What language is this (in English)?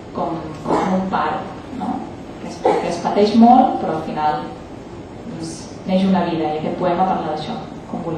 Catalan